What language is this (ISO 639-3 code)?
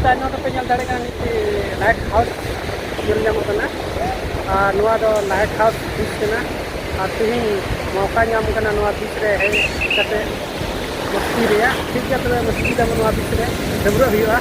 sat